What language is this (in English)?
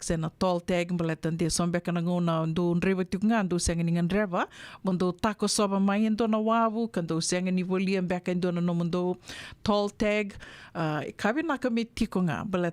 Fijian